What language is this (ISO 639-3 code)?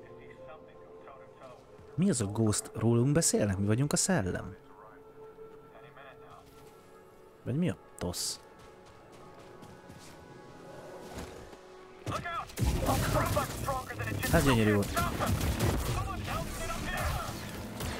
hun